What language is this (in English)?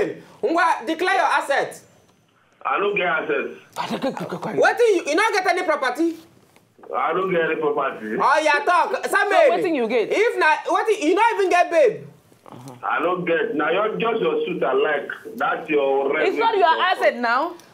Nigerian Pidgin